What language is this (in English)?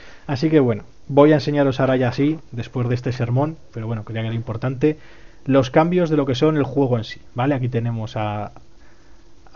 Spanish